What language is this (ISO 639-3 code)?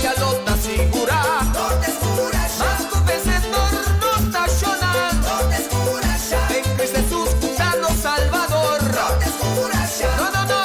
pap